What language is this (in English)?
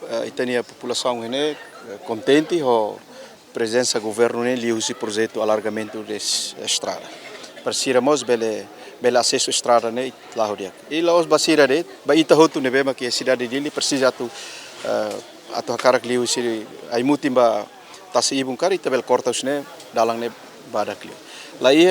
Tetum